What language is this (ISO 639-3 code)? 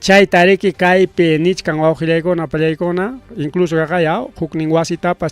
quy